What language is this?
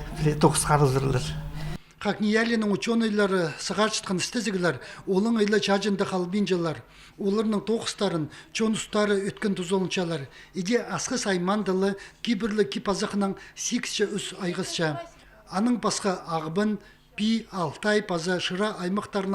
Khakas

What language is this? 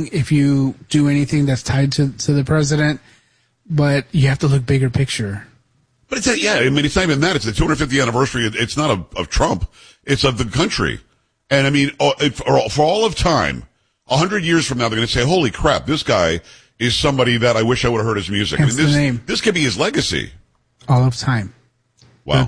English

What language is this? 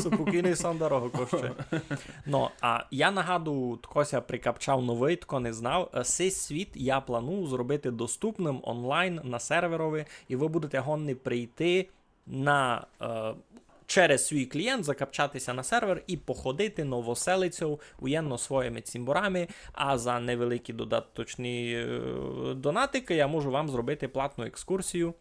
Rusyn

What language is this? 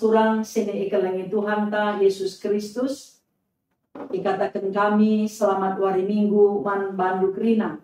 Batak Karo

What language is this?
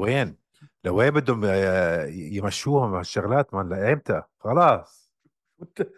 North Levantine Arabic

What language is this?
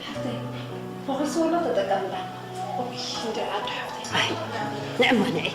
Tigrinya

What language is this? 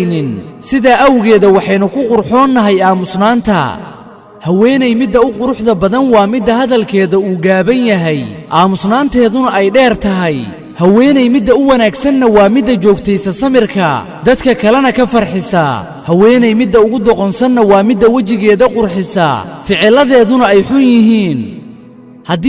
Somali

